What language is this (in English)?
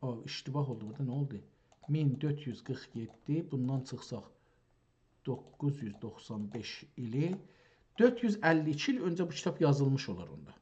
South Azerbaijani